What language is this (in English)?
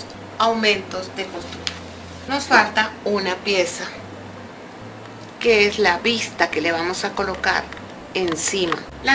Spanish